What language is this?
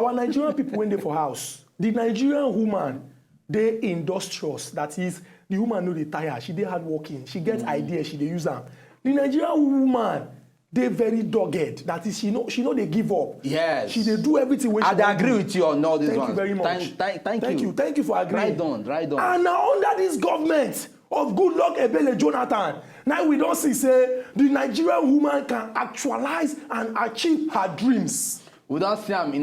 Nigerian Pidgin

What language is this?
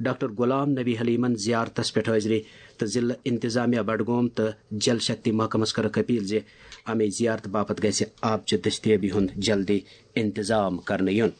Kashmiri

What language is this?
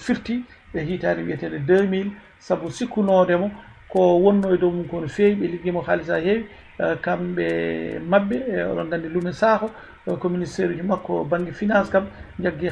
Fula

